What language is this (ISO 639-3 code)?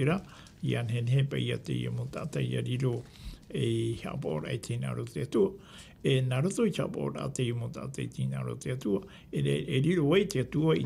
tah